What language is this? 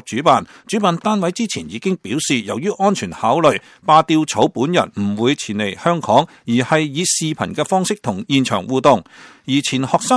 Cantonese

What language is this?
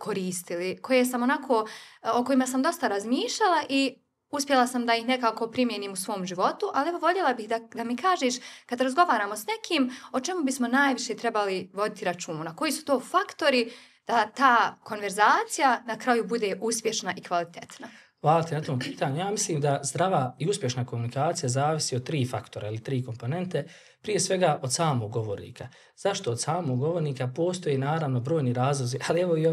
Bosnian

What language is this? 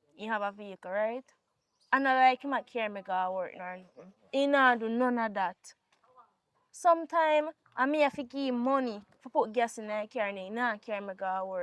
Jamaican Creole English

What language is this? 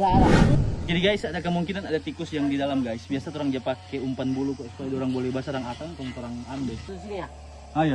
Manado Malay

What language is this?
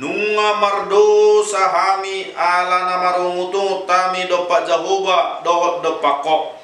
Batak Toba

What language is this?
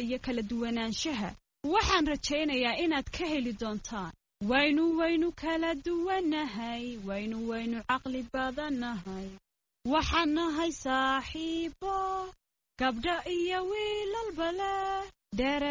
Somali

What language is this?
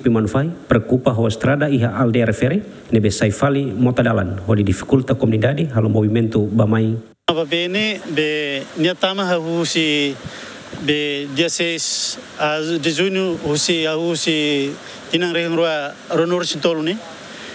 Tetum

